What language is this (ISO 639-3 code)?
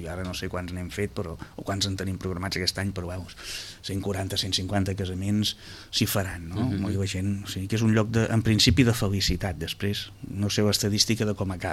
cat